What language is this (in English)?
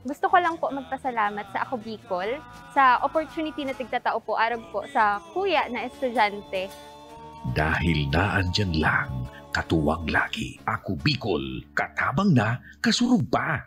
Bikol